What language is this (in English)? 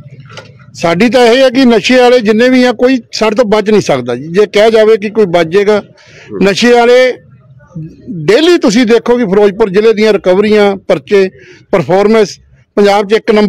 Punjabi